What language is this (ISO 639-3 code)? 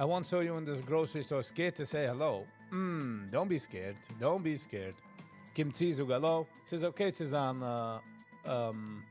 yid